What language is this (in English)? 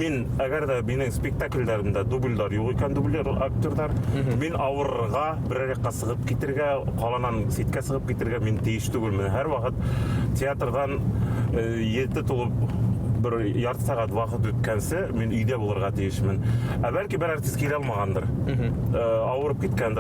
Bashkir